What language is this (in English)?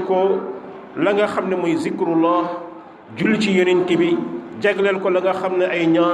Wolof